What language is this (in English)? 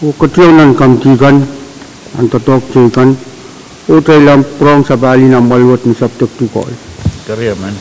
Pohnpeian